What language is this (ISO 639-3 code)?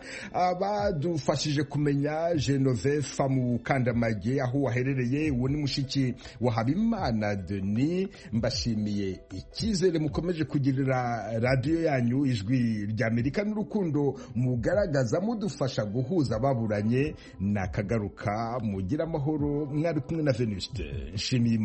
kin